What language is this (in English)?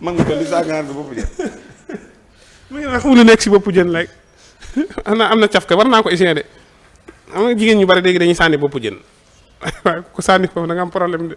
Wolof